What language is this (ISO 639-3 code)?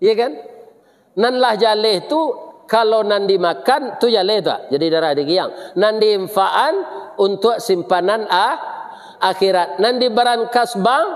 min